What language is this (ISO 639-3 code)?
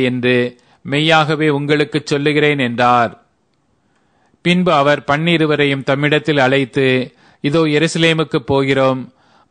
tam